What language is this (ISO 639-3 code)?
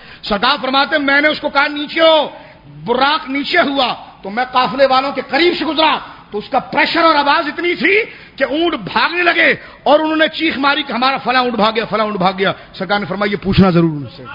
urd